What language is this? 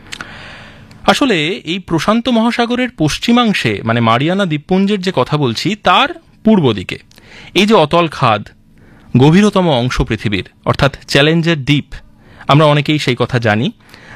Bangla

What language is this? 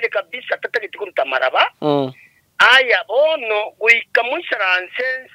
Gusii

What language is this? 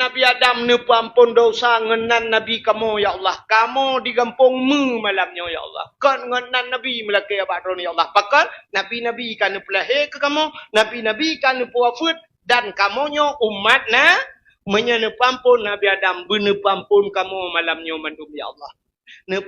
Achinese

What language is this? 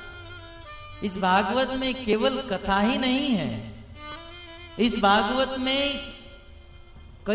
Hindi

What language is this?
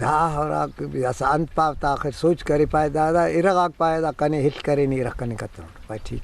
Brahui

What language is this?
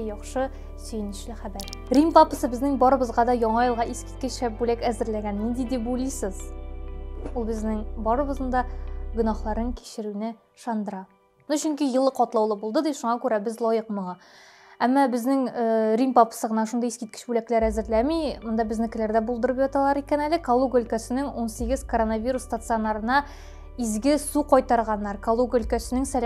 Tatar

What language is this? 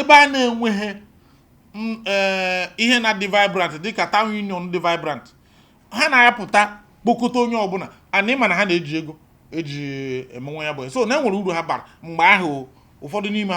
Igbo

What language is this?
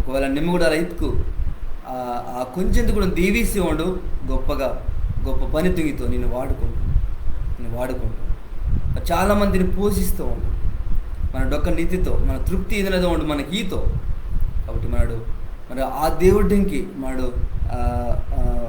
Koya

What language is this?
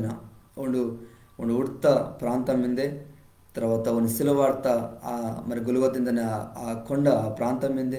Koya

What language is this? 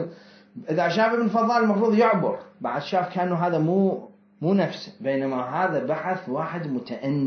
Mesopotamian Arabic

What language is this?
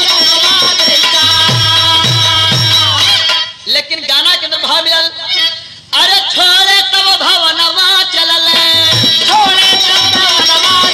Bhojpuri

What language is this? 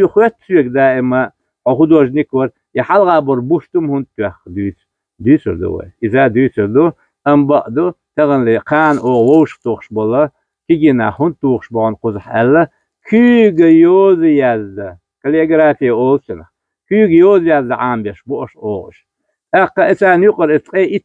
Chechen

